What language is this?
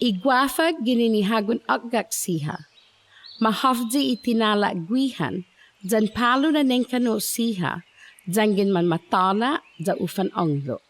Chamorro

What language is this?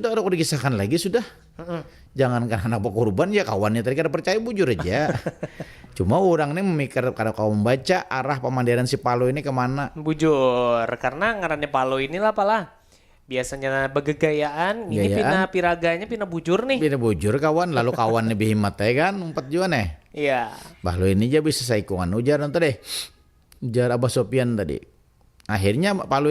Banjar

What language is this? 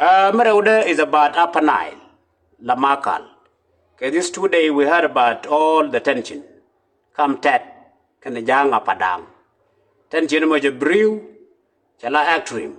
Nuer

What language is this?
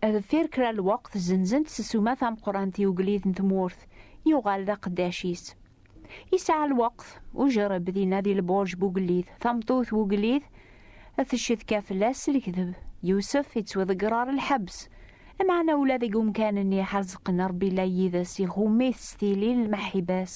Kabyle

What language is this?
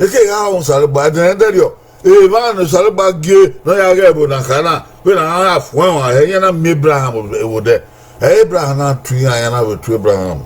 Bini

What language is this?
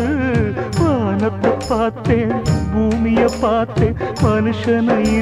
Tamil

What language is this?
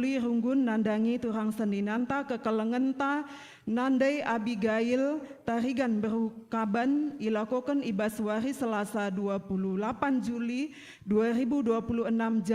Batak Karo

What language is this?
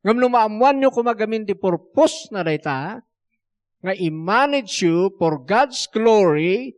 Iloko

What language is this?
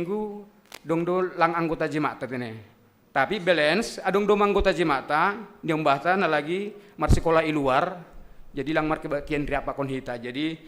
Batak Simalungun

